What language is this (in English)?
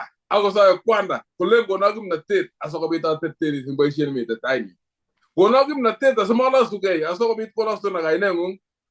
Kalenjin